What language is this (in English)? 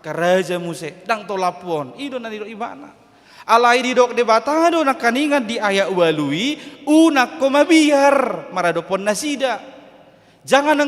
Batak Toba